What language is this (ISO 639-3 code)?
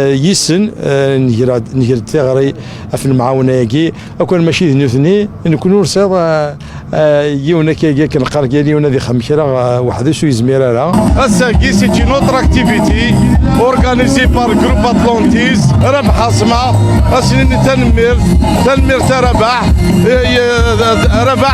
kab